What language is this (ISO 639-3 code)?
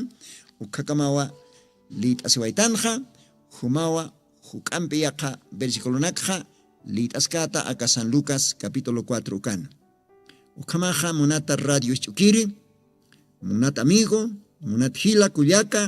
aym